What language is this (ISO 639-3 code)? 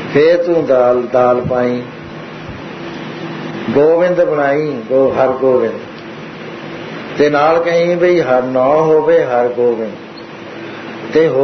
pan